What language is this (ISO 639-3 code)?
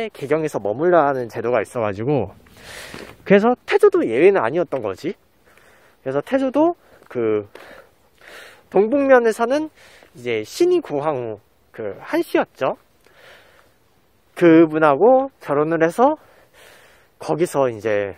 kor